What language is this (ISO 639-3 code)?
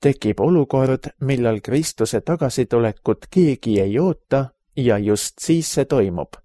est